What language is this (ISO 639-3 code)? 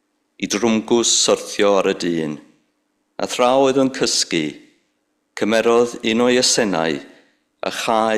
cym